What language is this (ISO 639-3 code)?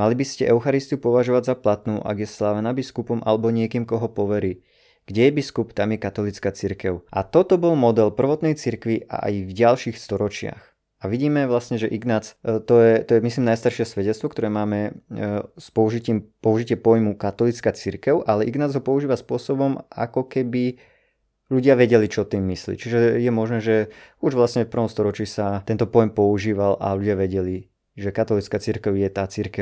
slk